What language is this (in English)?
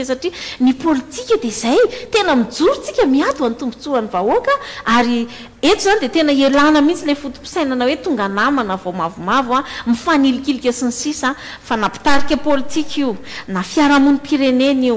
Malagasy